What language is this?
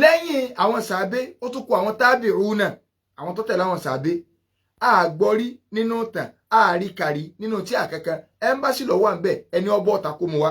Yoruba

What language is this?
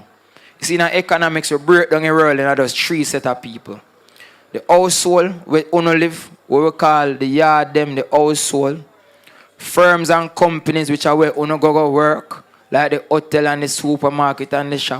Jamaican Creole English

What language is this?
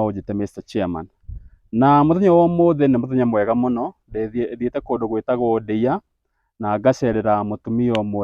Kikuyu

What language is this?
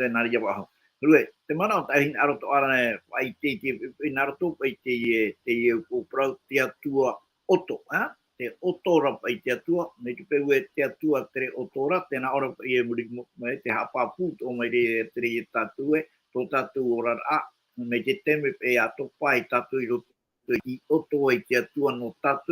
Tahitian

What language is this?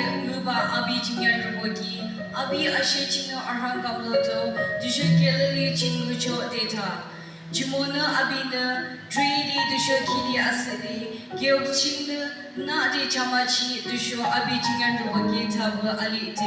Yimchungru Naga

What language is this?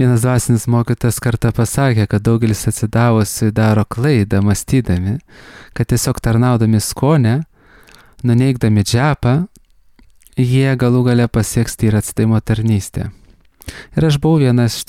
Lithuanian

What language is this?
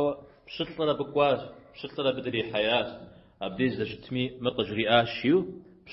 Kabardian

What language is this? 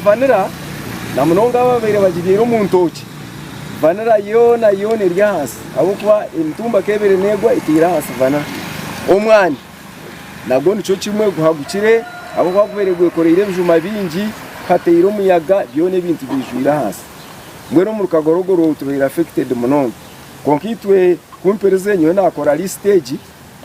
Nyankole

